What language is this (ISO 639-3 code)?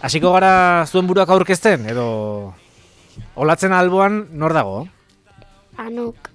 eus